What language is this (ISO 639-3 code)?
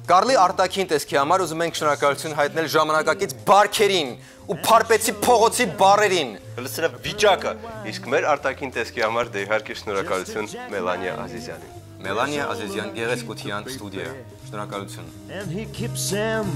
hye